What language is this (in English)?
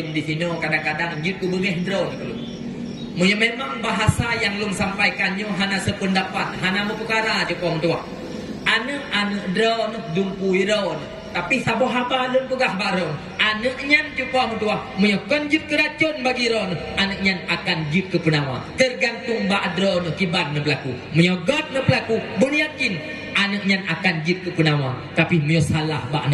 Achinese